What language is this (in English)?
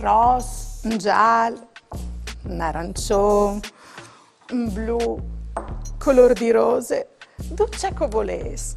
Friulian